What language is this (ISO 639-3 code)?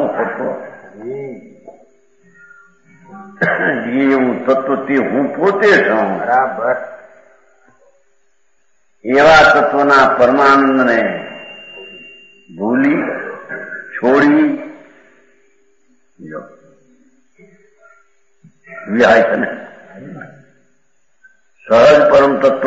guj